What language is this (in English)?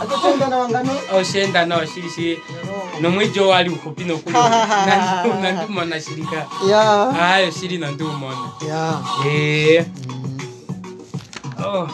Kuanyama